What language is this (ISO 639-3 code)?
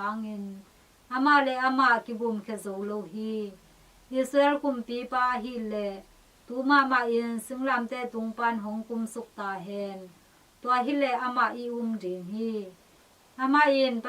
ctd